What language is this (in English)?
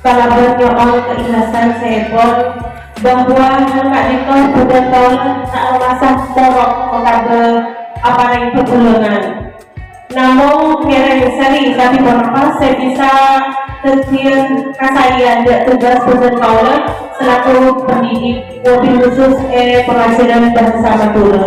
Madurese